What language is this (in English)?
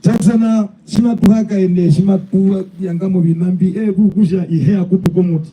Herero